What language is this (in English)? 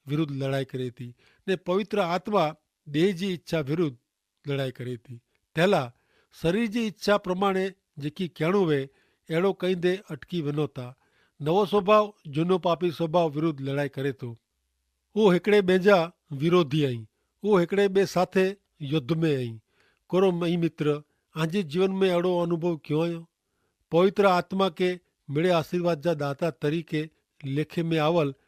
Kachhi